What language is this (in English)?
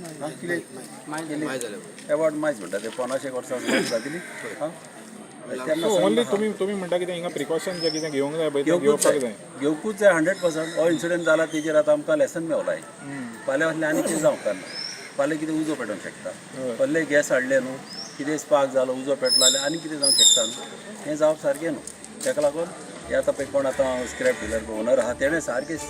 Konkani